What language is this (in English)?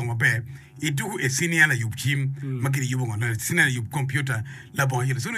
Acoli